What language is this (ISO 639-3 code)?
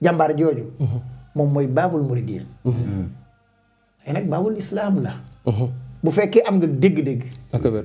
wol